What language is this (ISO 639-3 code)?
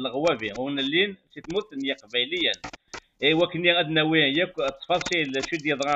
kab